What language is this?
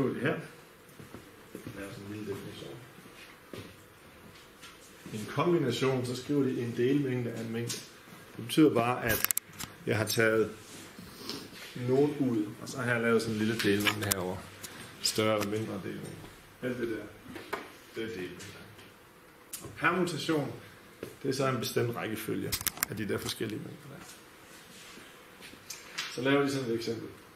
Danish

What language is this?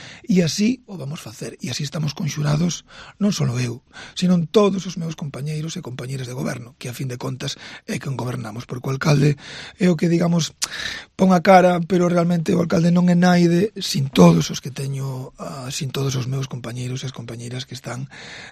Galician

